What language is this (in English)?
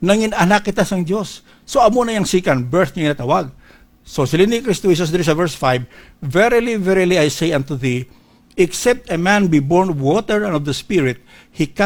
Hiligaynon